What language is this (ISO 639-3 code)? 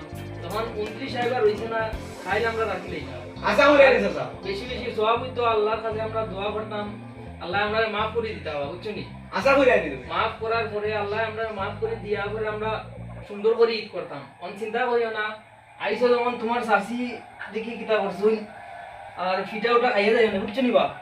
syl